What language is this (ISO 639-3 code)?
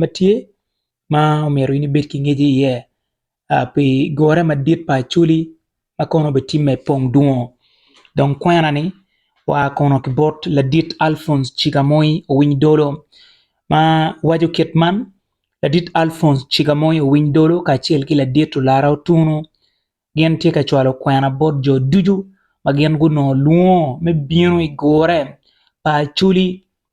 ach